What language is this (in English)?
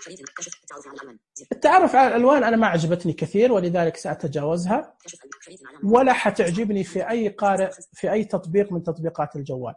Najdi Arabic